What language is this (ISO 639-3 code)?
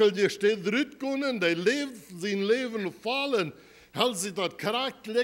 pdt